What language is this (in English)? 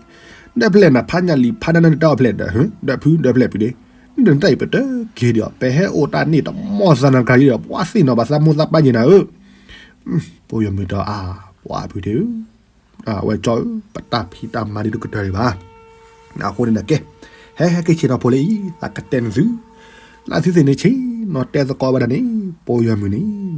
S'gaw Karen